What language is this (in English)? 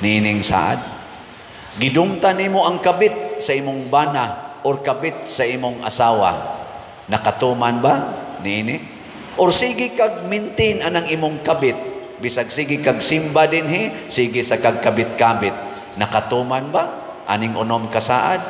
Cebuano